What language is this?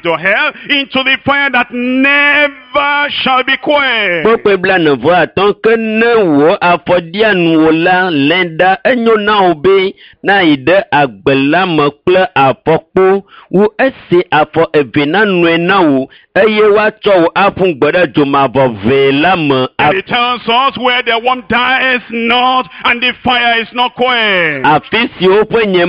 Ewe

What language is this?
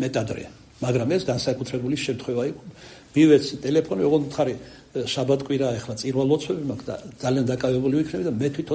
Georgian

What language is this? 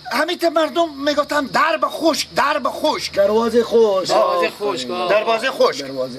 Persian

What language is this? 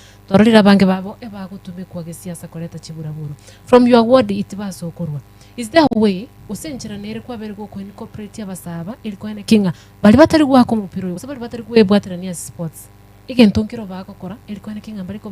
Gusii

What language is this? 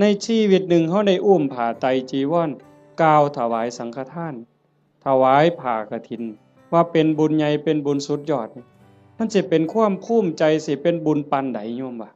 Northeastern Thai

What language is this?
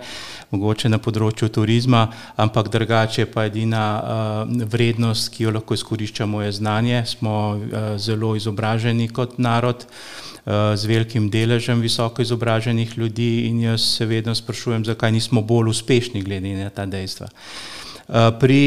Slovenian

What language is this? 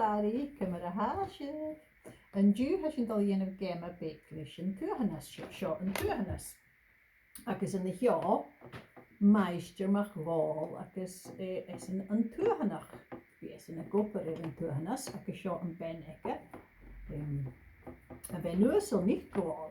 Scottish Gaelic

